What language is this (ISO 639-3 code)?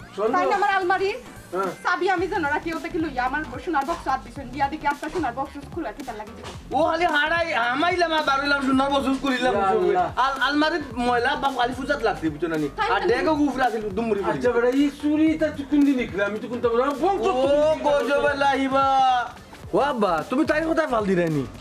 syl